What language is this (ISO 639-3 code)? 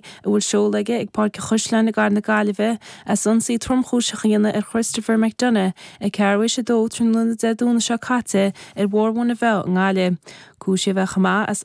gle